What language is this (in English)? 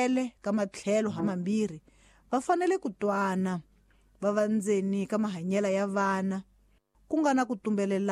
Tsonga